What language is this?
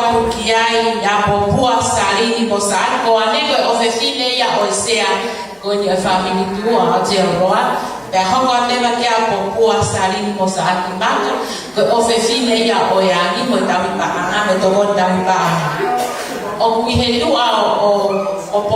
Tongan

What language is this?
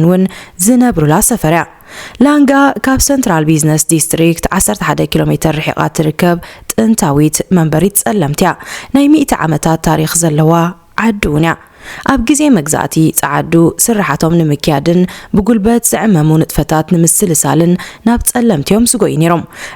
Tigrinya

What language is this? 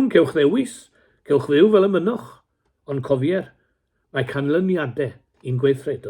Welsh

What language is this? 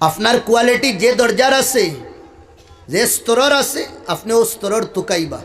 Sylheti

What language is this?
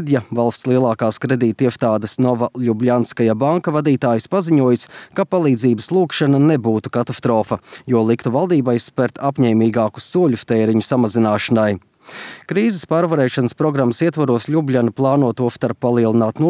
Latvian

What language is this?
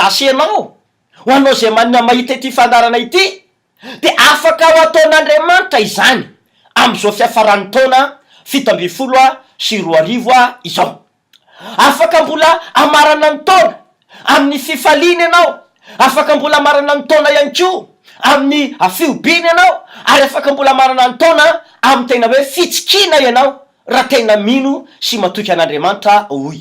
Malagasy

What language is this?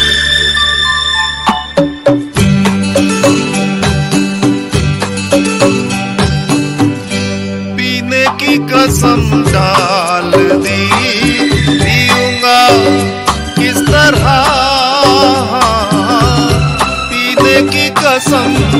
Hindi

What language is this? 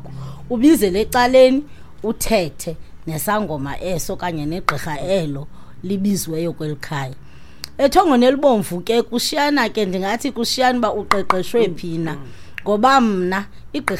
Xhosa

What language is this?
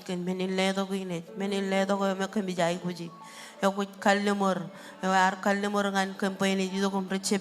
Marshallese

